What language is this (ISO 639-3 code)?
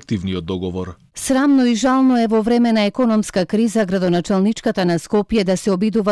mkd